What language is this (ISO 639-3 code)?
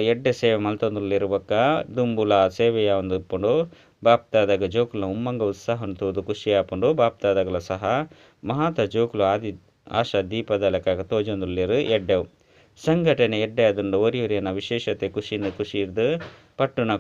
tcy